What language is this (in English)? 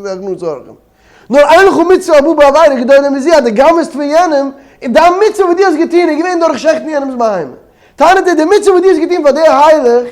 Yiddish